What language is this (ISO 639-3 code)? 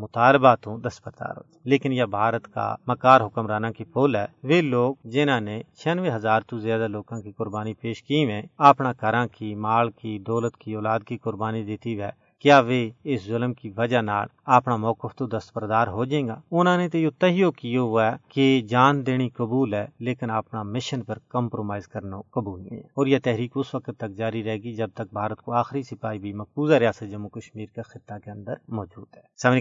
gju